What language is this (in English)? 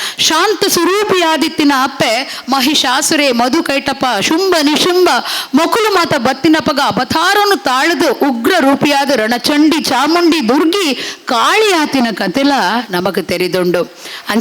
Tulu